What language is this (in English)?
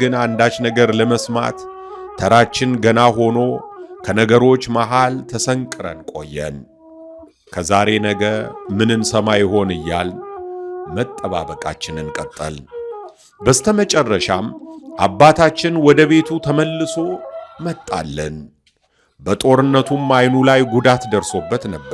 Amharic